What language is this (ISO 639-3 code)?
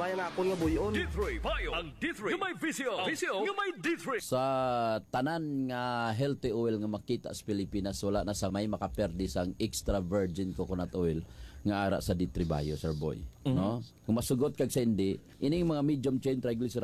hil